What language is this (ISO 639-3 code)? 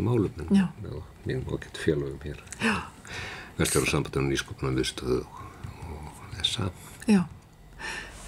isl